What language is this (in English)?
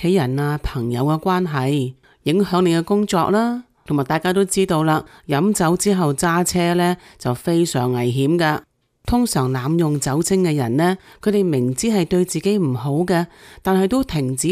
Cantonese